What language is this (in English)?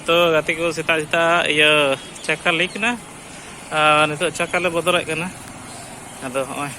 Santali